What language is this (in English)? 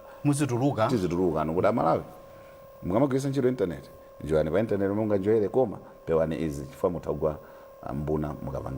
Nyanja